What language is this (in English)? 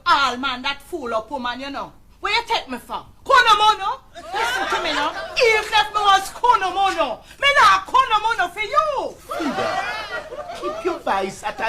Jamaican Creole English